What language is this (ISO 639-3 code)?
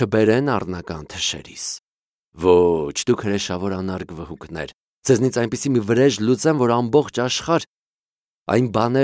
hye